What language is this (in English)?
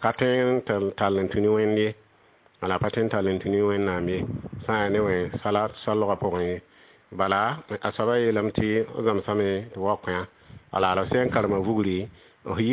Mossi